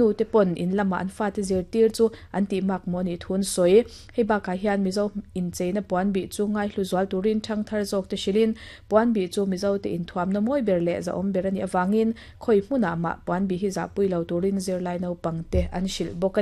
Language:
Mizo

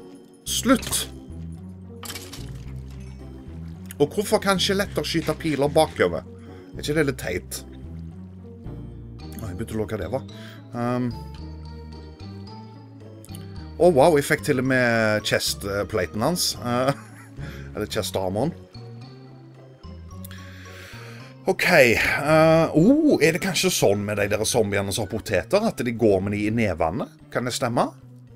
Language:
Norwegian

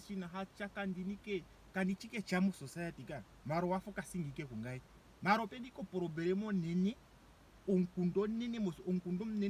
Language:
Ndonga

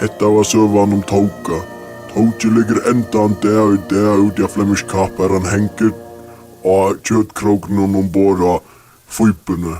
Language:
Faroese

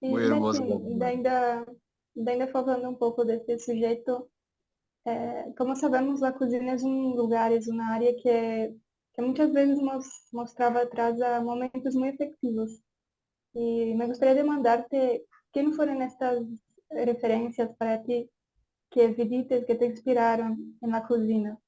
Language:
Ladino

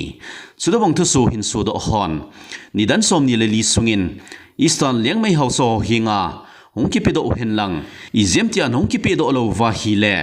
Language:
Thado Chin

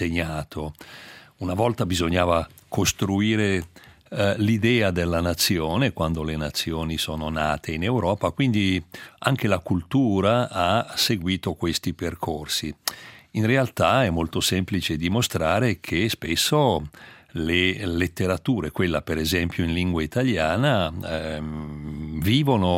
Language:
Italian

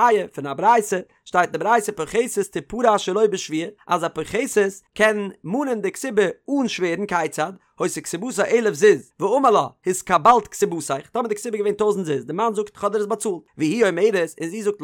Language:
Yiddish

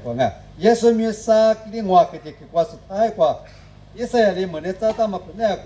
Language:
Lisu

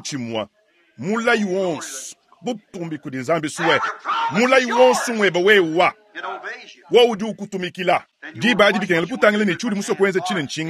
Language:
Luba-Lulua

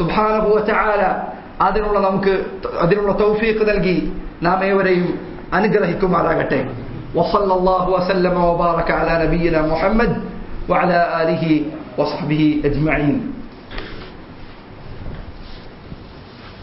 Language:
Malayalam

